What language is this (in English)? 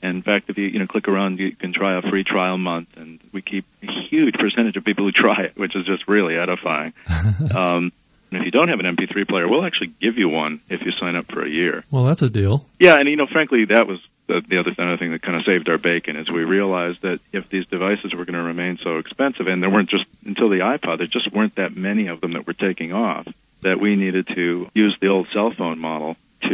English